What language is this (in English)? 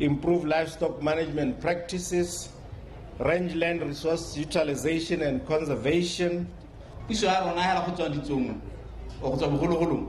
Tswana